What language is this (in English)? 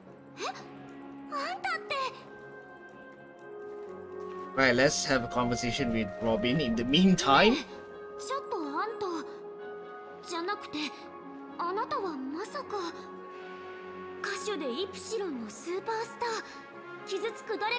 Japanese